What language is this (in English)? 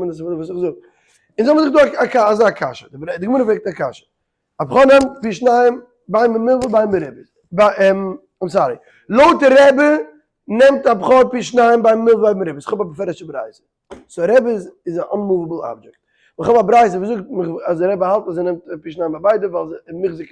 Yiddish